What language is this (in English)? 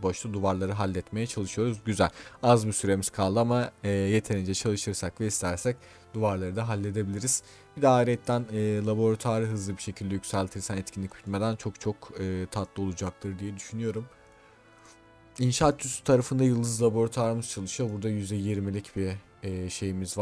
Turkish